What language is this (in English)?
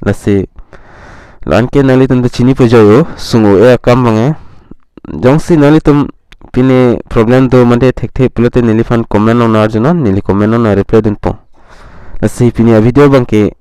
Karbi